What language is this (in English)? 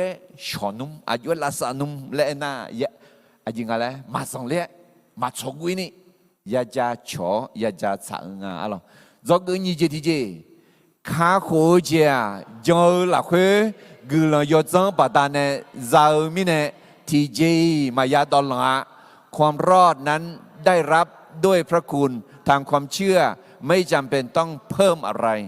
Akha